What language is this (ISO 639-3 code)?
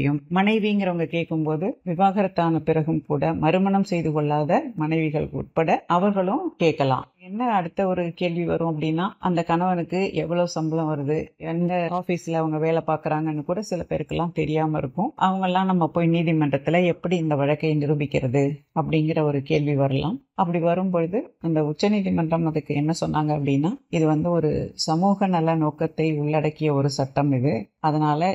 tam